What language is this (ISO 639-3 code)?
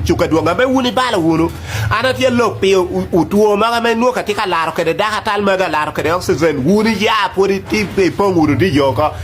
ach